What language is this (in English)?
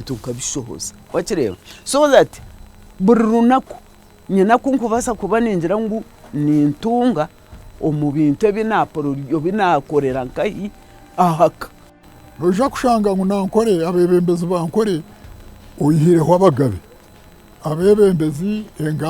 Nyankole